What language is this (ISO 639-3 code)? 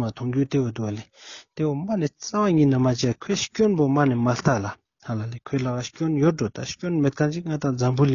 lbj